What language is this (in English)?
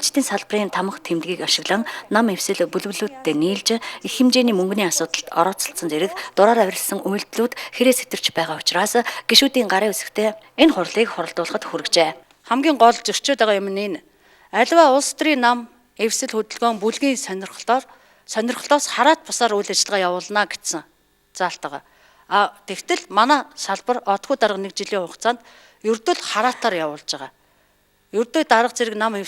Mongolian